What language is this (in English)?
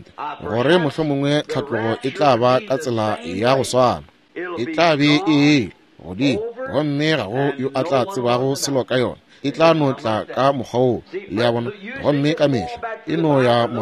Northern Sotho